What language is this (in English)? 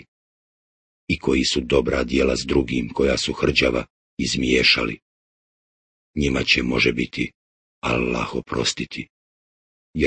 Bosnian